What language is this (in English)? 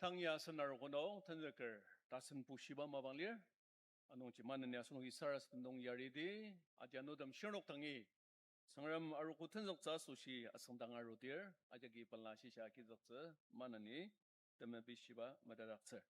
Ao Naga